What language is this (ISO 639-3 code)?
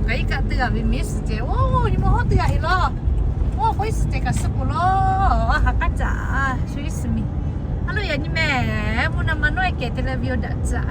lhu